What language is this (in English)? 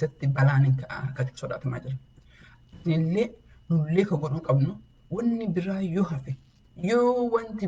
Oromo